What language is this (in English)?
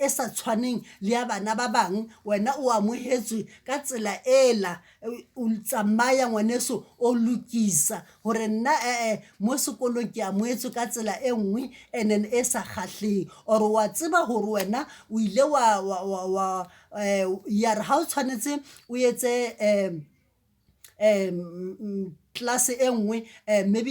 Southern Sotho